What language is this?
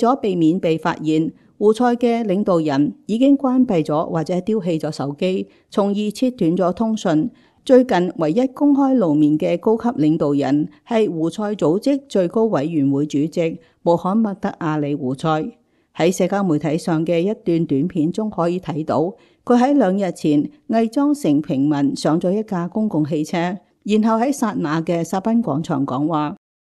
Cantonese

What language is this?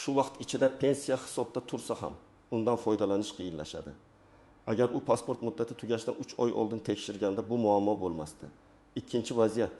Uzbek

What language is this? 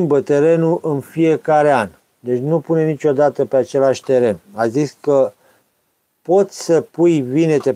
Romanian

